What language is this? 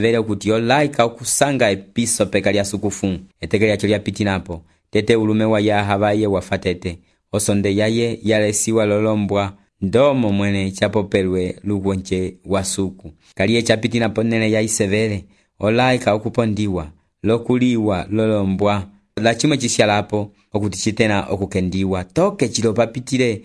Umbundu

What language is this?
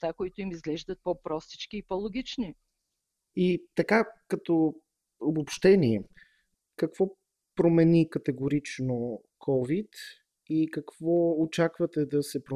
Bulgarian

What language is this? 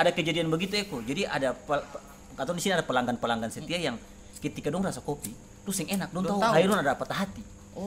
Ambonese Malay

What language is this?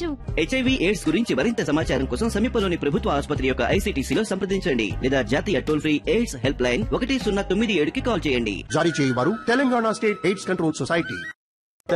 Telugu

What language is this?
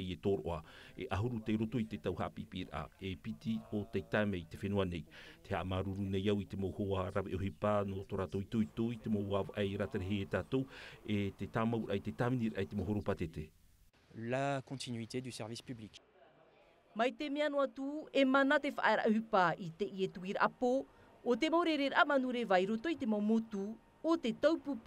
Tahitian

